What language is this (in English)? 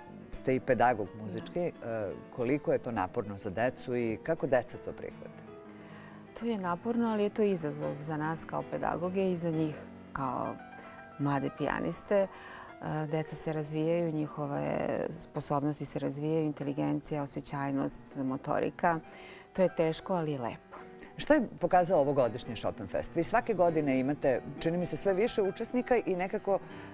Serbian